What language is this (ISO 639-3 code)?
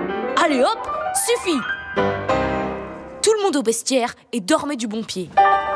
fra